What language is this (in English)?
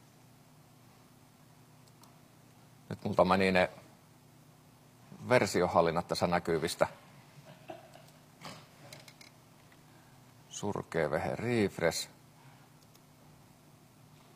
Finnish